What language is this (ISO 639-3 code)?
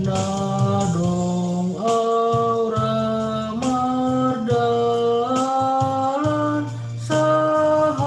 bts